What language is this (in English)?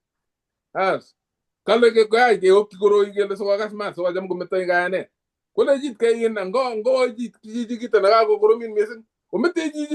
Kalenjin